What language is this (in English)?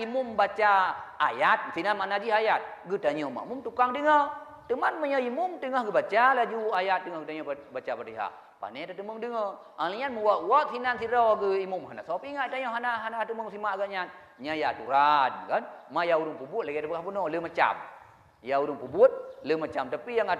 Achinese